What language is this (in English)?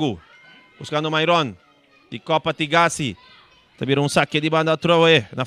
Papiamento